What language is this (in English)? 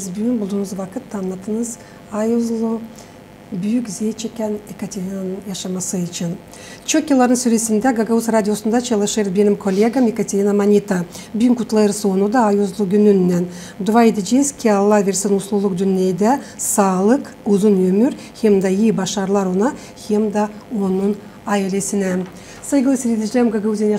Gagauz